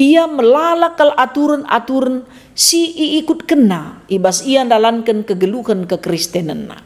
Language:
Batak Karo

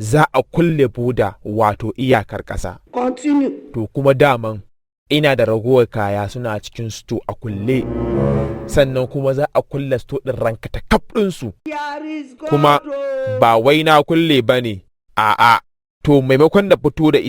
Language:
Hausa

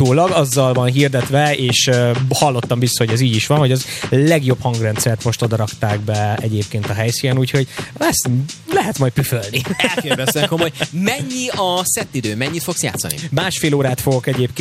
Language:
Hungarian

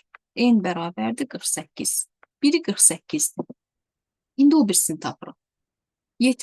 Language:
Azerbaijani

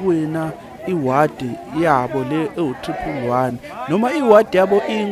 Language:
Zulu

